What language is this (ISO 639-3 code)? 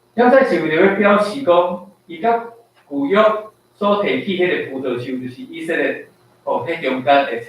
nan